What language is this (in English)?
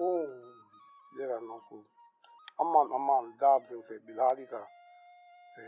Saraiki